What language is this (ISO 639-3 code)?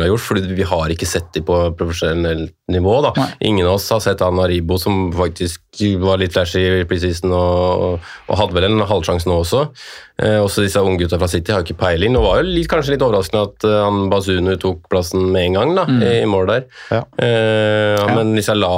nor